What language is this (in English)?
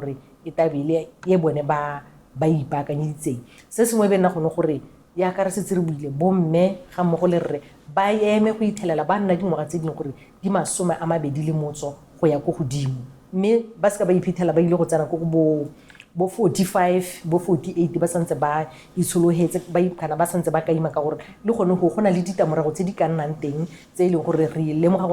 Tswana